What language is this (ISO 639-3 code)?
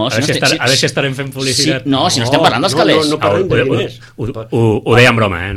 cat